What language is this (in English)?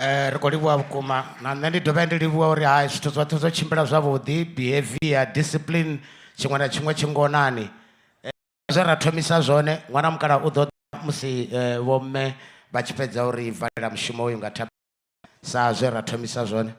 Venda